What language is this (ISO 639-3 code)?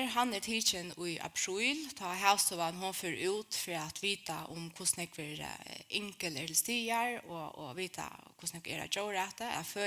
fao